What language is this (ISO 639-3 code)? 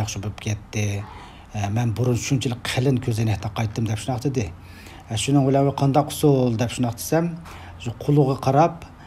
uig